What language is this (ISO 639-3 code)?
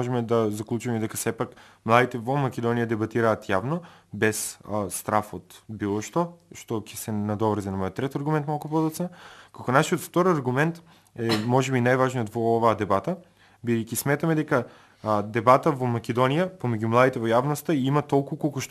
mkd